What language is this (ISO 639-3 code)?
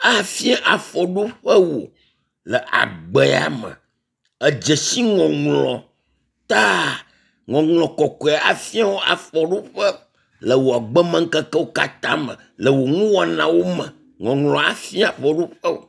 ewe